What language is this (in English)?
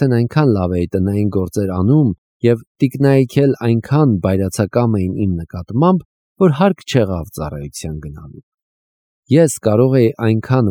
Armenian